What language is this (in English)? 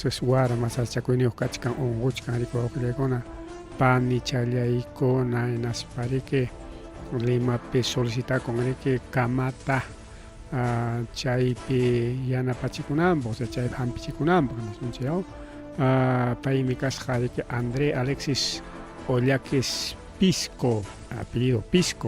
Ayacucho Quechua